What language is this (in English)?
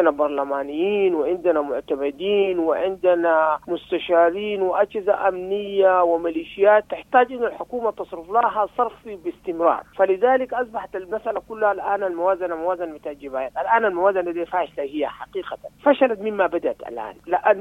Sudanese Arabic